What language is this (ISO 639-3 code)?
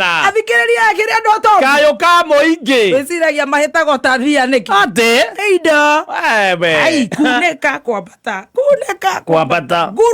kik